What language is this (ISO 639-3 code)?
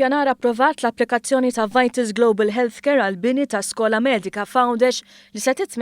mlt